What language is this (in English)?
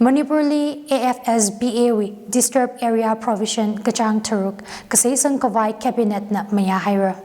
Tangkhul Naga (India)